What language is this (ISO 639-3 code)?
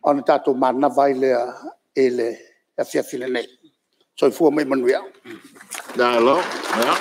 smo